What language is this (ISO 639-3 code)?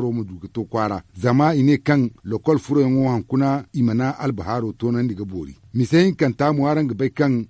dje